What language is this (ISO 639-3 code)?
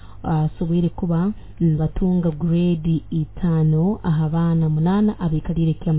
nyo